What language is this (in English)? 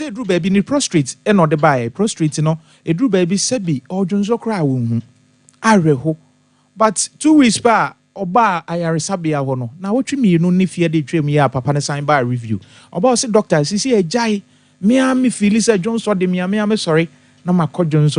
Akan